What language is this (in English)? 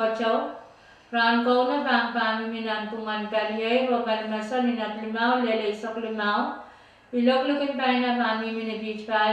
Pohnpeian